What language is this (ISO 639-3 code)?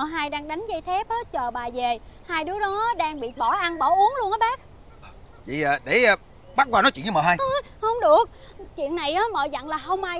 vie